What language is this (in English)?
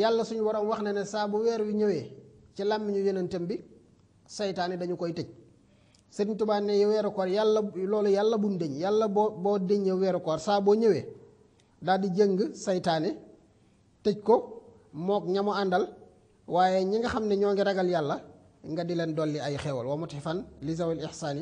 Wolof